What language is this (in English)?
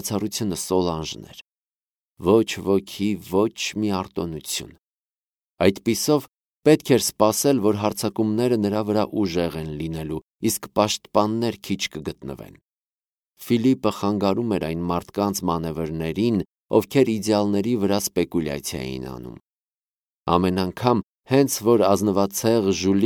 Armenian